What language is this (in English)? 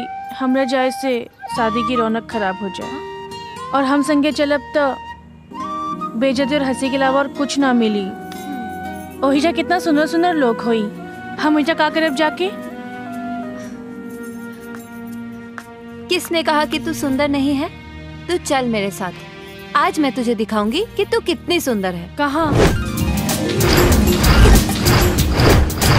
Bhojpuri